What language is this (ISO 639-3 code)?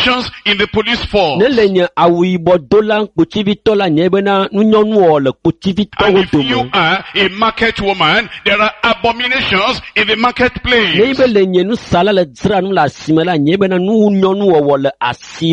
ewe